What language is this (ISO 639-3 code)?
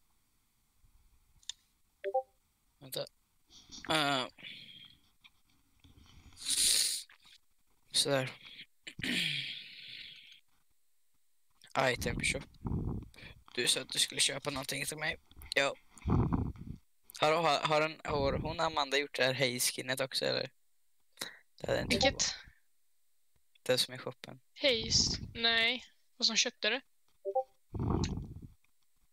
swe